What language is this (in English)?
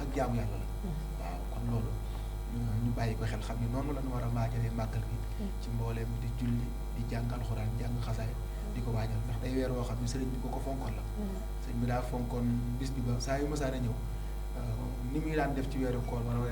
Wolof